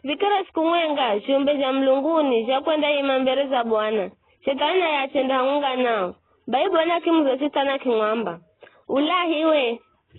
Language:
Giryama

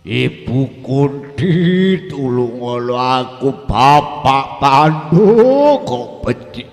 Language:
Javanese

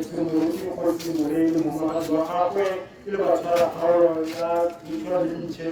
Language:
Tswana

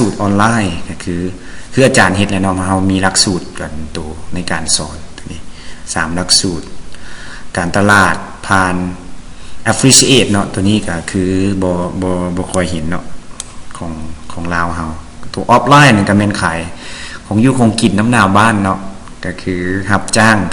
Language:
Lao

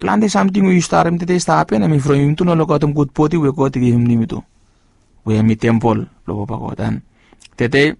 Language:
Bislama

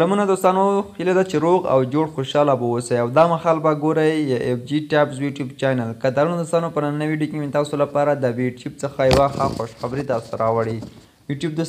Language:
Pashto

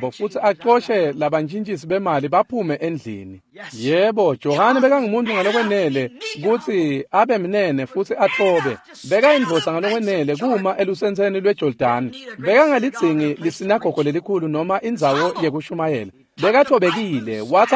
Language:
Swati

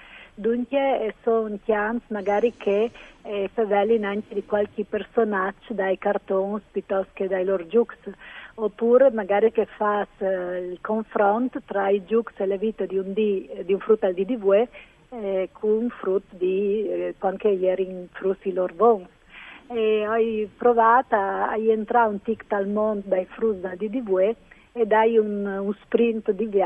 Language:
Friulian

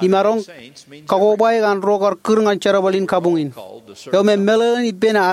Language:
Marshallese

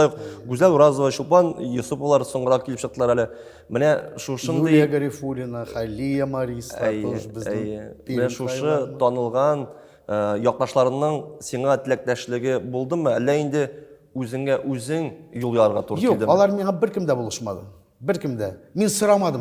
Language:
Tatar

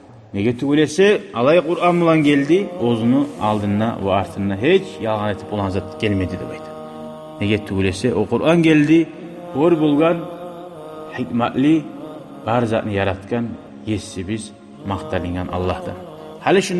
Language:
Kumyk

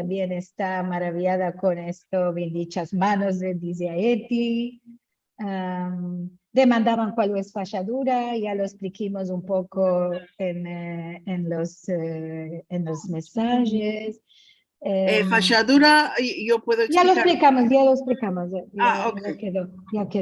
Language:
Ladino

